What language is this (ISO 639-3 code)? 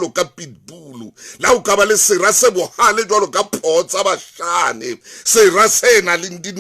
sot